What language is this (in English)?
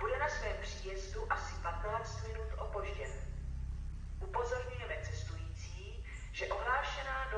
Czech